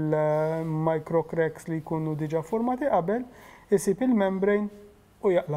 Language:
Maltese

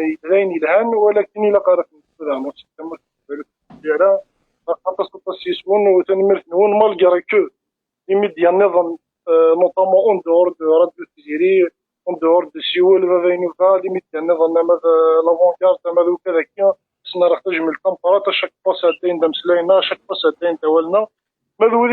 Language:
Kabyle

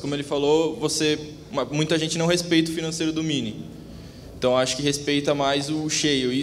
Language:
Portuguese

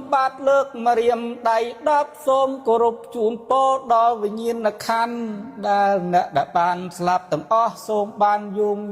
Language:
Khmer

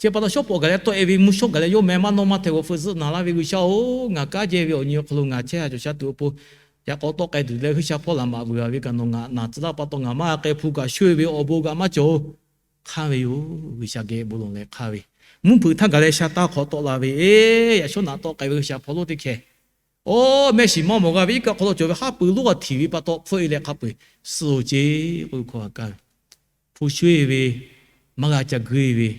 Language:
Lahu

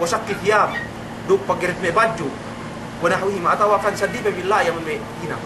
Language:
Yakan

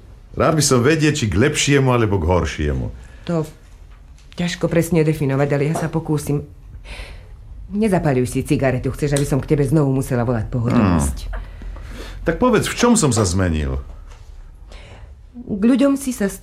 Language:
Slovak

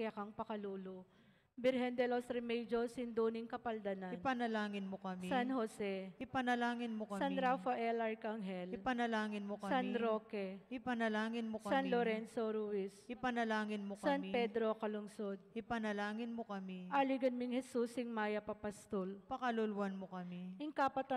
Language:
Pampanga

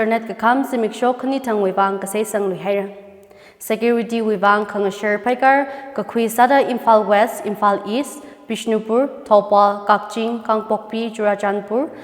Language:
Tangkhul Naga (India)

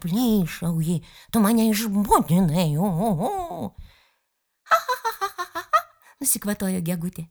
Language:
Lithuanian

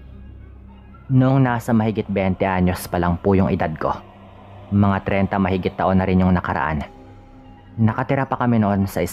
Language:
Filipino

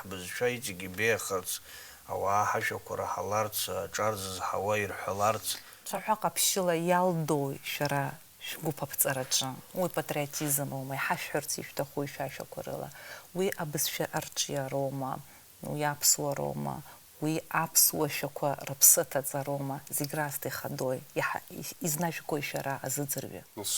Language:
Abkhazian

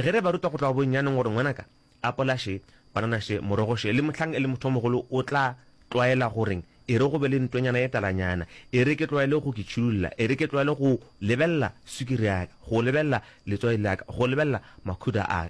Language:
Northern Sotho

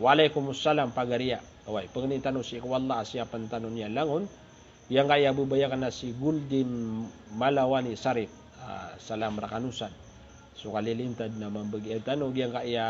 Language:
Maranao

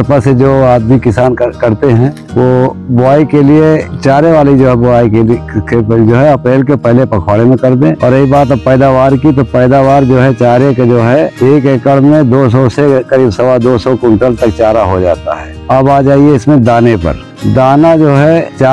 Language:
Hindi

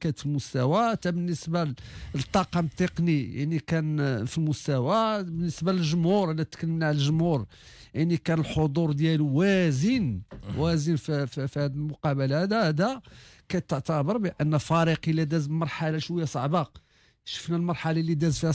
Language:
Moroccan Arabic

